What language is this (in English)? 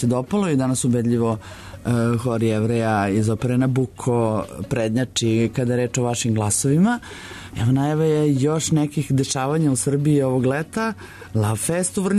Serbian